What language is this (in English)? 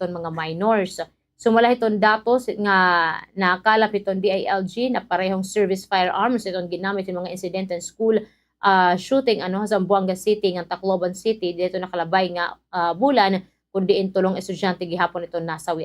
Waray